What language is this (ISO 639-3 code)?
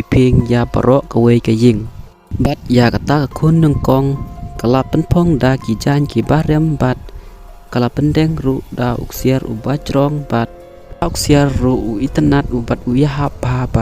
kha